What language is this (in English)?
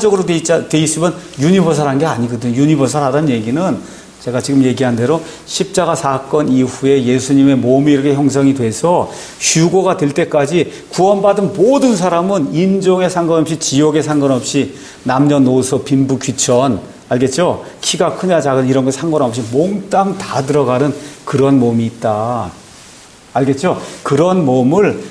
Korean